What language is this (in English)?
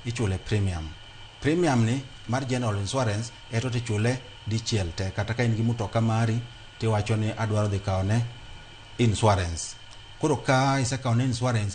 Luo (Kenya and Tanzania)